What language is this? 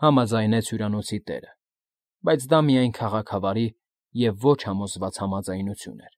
Armenian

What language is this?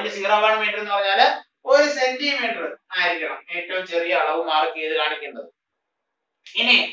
Malayalam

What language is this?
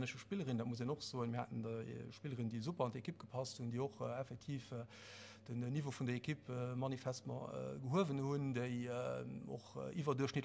Luxembourgish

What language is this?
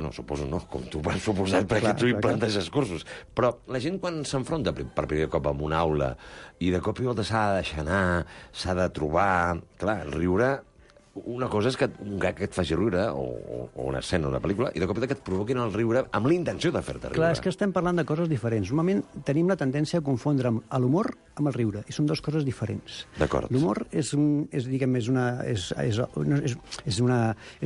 Catalan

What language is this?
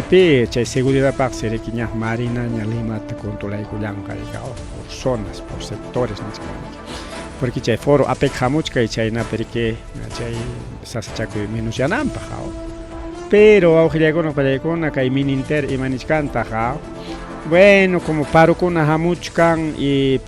Ayacucho Quechua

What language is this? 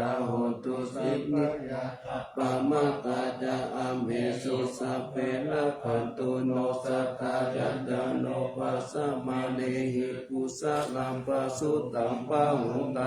Pali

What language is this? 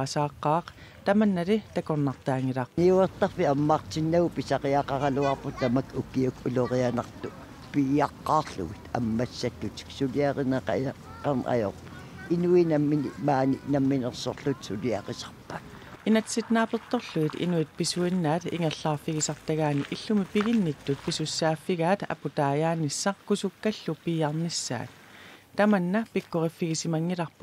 Kalaallisut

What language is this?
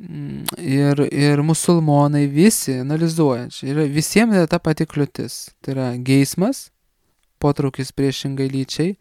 Lithuanian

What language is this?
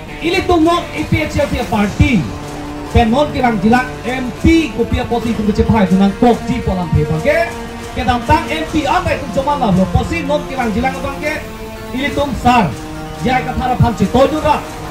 Karbi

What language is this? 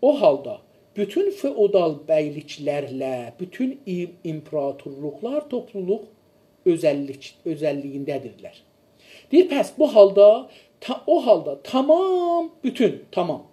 South Azerbaijani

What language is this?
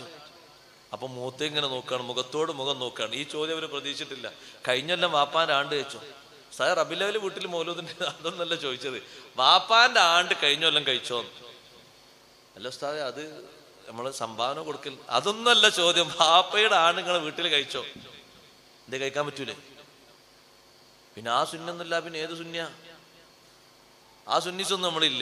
Malayalam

